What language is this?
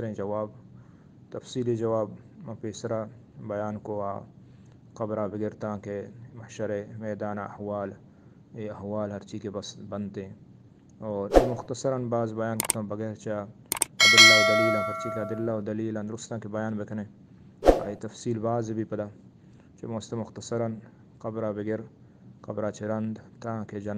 Eastern Balochi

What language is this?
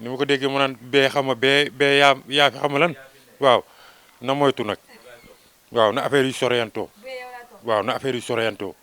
Wolof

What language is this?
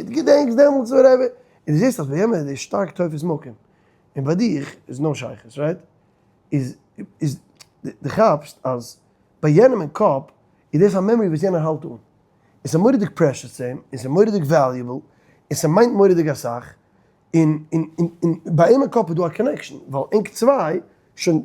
Yiddish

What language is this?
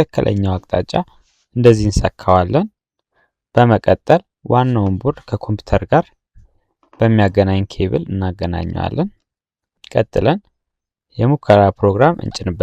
Amharic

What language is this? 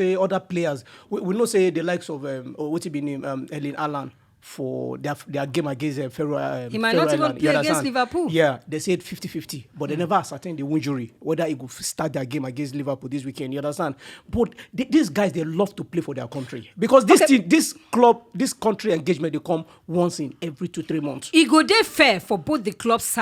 Nigerian Pidgin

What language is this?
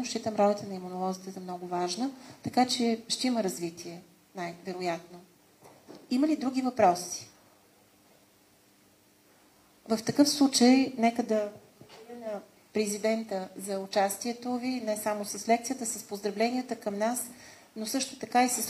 Bulgarian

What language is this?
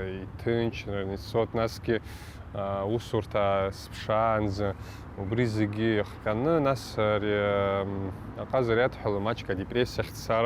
Abkhazian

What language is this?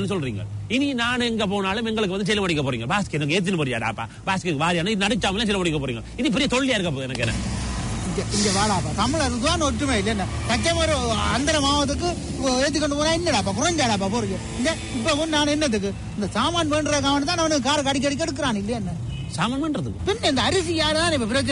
Tamil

